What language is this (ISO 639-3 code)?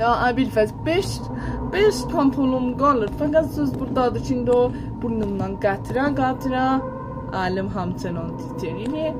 azb